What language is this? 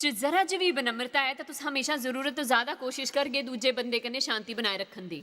Dogri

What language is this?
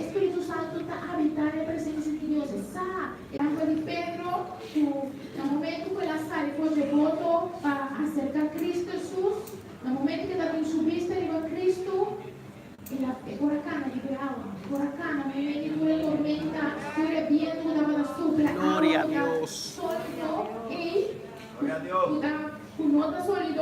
Papiamento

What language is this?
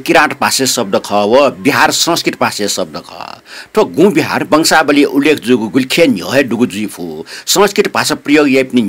Newari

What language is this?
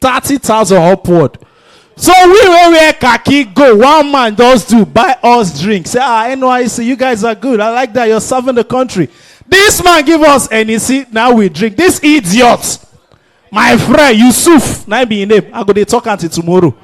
Nigerian Pidgin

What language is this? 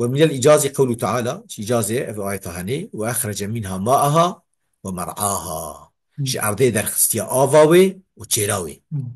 Kurdish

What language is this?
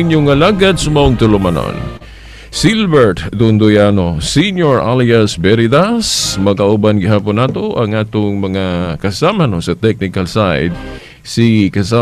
Cebuano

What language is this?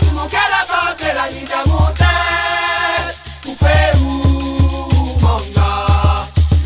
Réunion Creole French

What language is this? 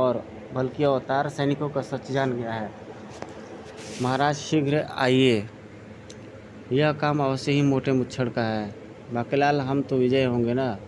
Hindi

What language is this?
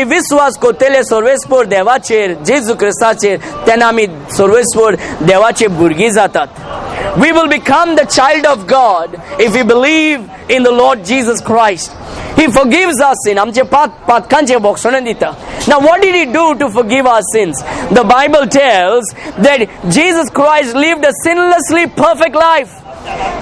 Konkani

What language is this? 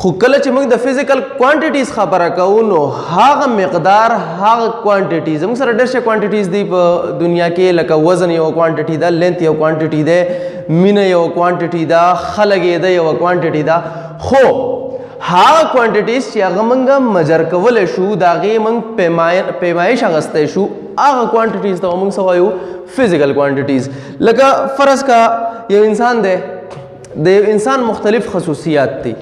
Pashto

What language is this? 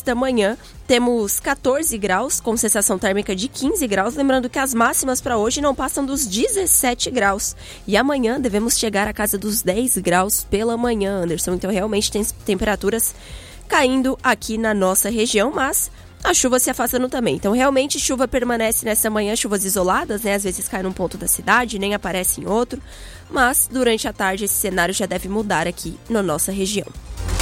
Portuguese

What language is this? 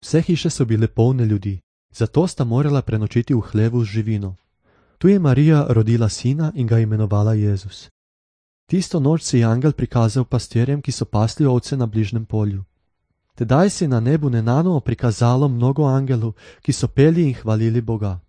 Slovenian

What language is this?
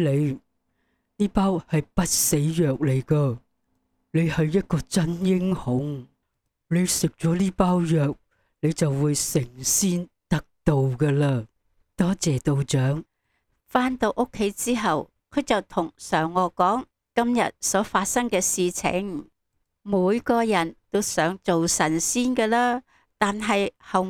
Cantonese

